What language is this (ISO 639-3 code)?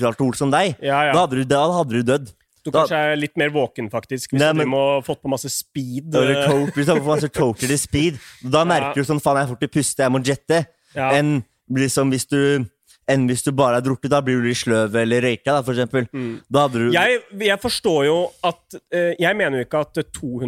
nor